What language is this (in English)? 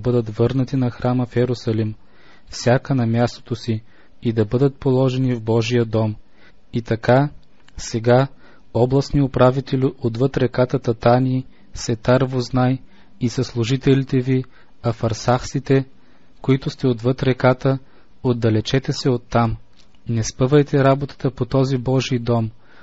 Bulgarian